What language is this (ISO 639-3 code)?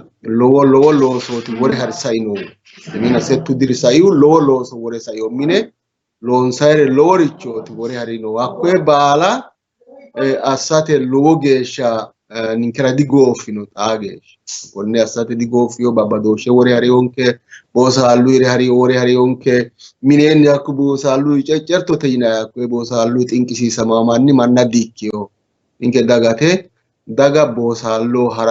sid